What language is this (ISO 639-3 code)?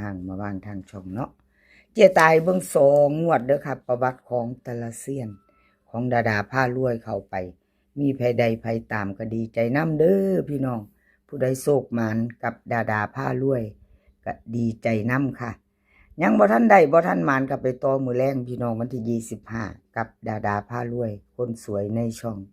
tts